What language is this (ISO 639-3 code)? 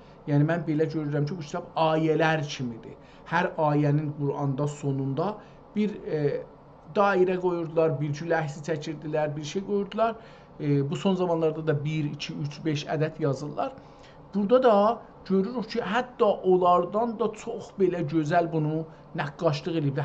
azb